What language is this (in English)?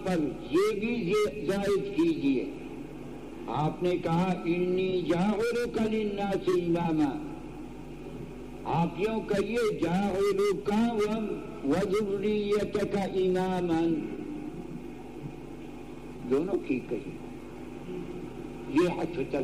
Urdu